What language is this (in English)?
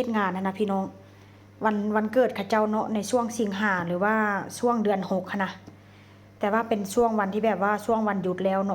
Northeastern Thai